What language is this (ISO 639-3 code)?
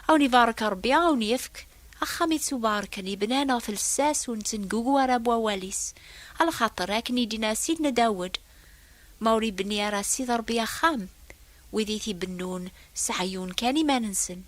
kab